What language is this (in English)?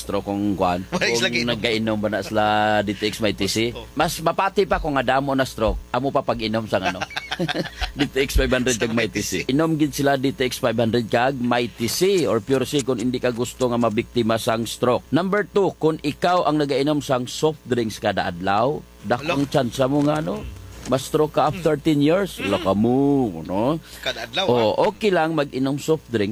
Hiligaynon